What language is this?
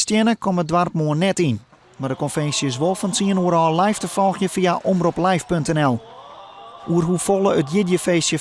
Western Frisian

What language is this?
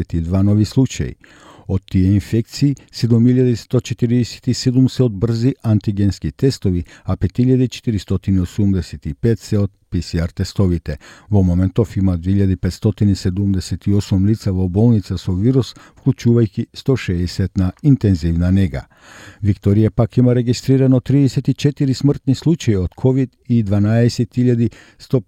Macedonian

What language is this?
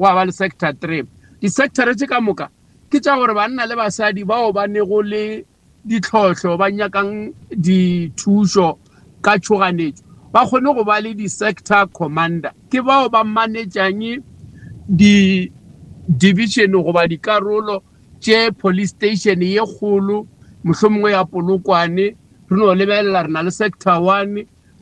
Northern Sotho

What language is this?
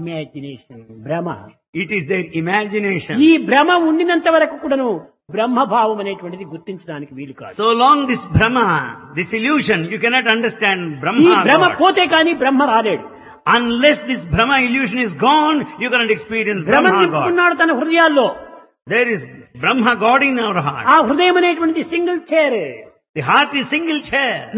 Telugu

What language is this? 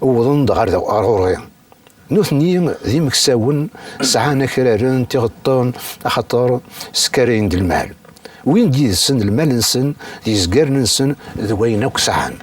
Kabyle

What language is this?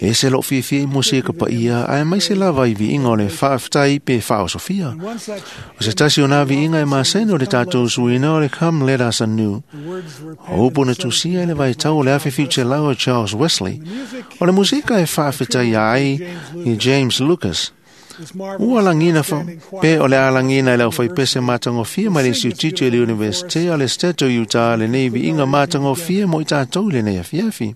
Samoan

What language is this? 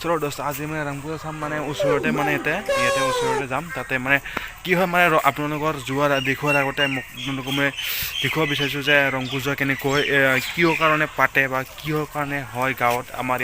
Assamese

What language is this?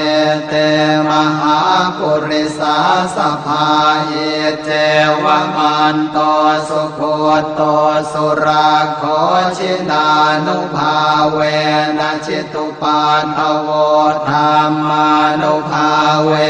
Pali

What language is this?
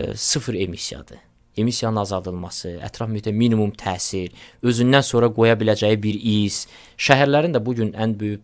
Azerbaijani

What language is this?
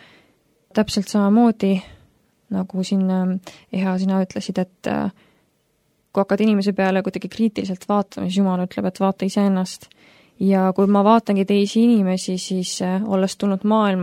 Estonian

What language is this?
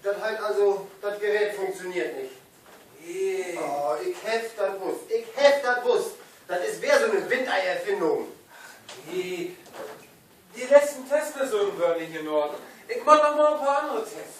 Low German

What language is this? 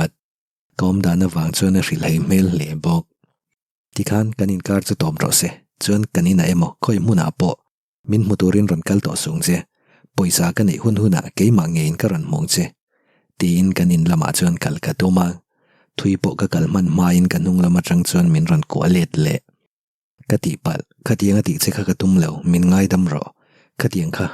Mizo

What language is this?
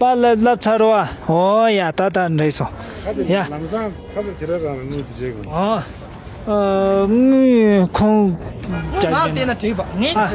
Tibetan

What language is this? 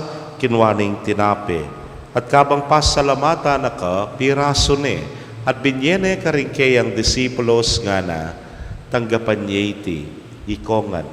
Pampanga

